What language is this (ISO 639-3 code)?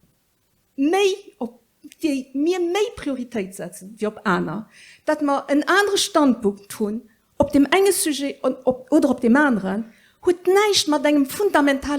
ltz